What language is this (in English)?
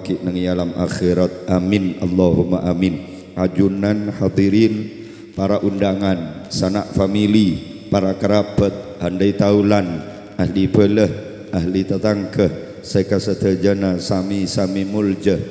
Madurese